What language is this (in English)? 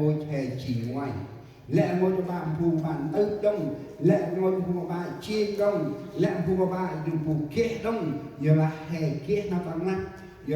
Central Mnong